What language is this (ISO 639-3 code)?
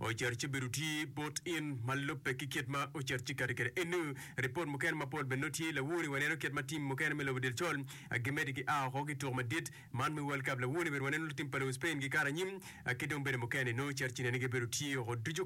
ach